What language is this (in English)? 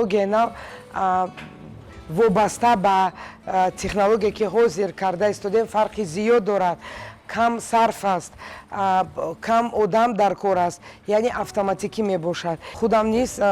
Tajik